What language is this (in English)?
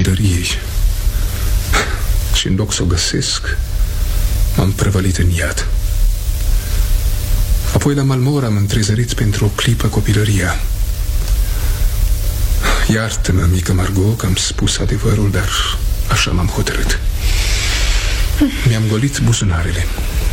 Romanian